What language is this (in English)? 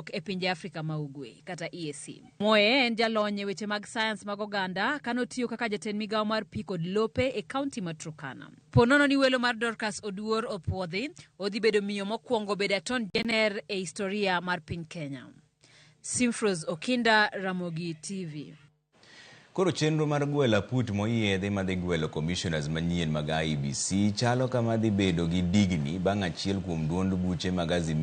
Luo (Kenya and Tanzania)